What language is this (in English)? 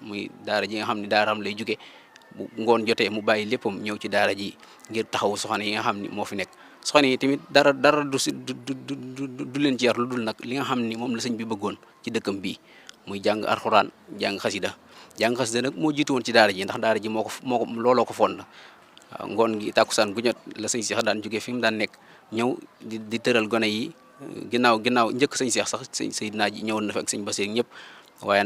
Wolof